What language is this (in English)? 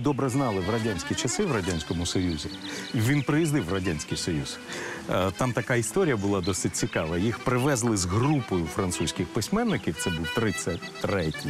Ukrainian